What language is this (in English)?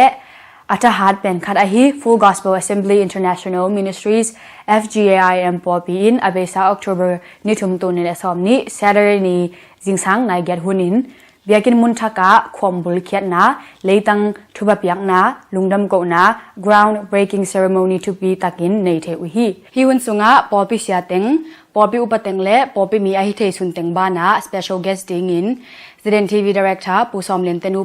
Tedim Chin